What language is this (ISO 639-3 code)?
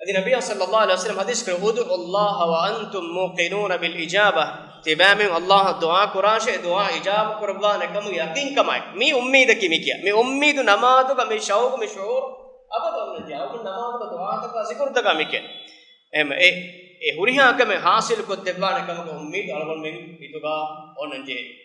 div